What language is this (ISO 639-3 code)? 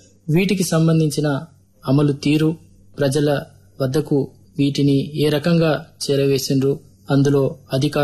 tel